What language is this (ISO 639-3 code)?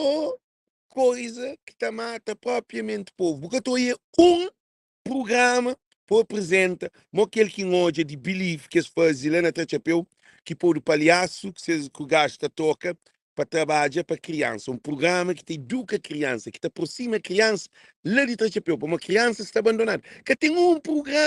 kea